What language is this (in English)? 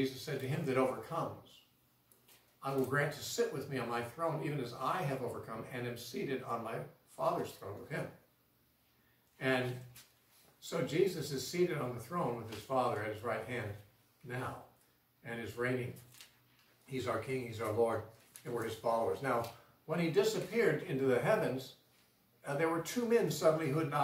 English